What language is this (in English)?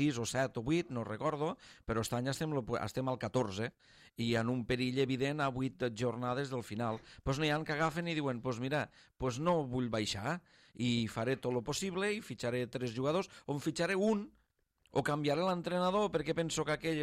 Catalan